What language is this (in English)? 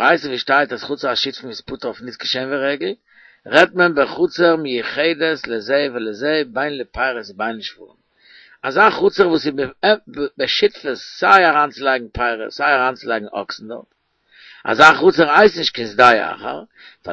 Yiddish